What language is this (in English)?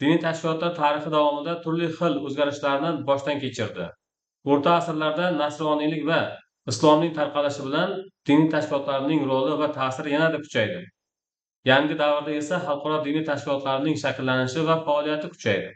Uzbek